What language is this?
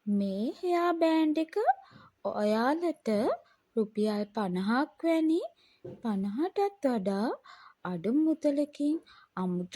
Sinhala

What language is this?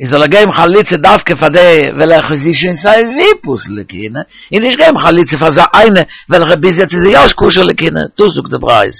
Yiddish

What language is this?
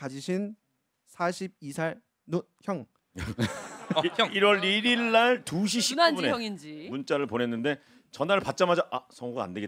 Korean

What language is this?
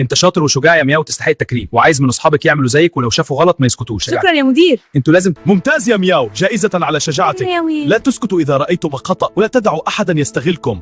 Egyptian Arabic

